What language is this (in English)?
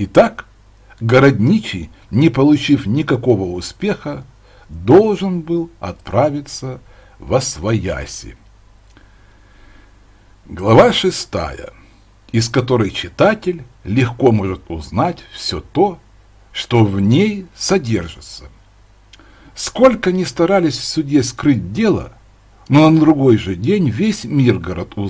Russian